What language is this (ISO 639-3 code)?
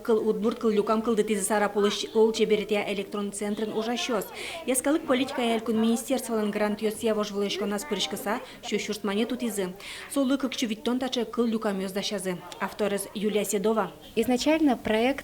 udm